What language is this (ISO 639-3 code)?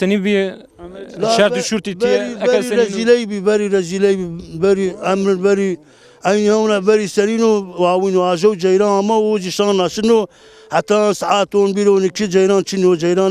zza